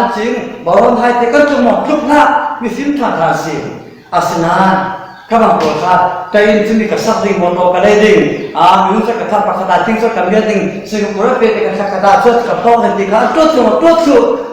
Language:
Falam Chin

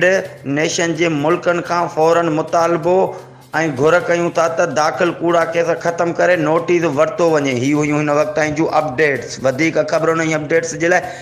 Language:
Sindhi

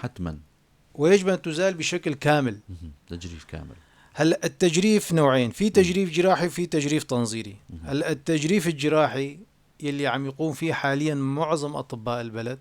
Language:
North Levantine Arabic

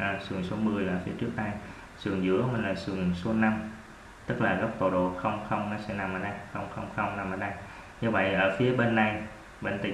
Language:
Vietnamese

